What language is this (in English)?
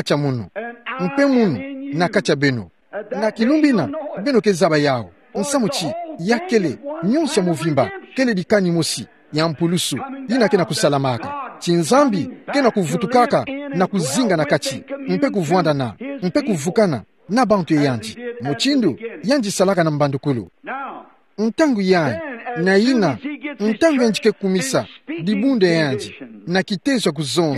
Kituba (Democratic Republic of Congo)